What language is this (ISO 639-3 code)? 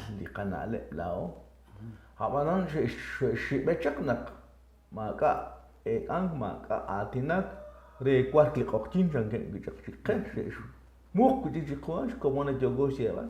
kek